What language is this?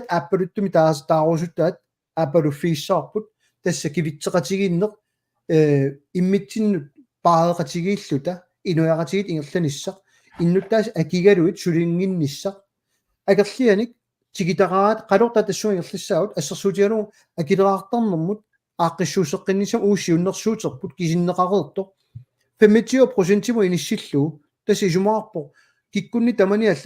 Kalaallisut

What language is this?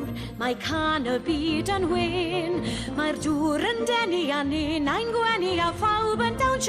Welsh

